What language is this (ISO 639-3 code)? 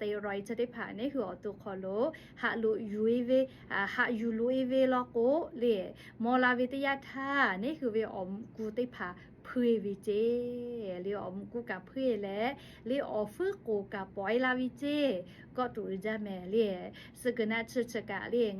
lhu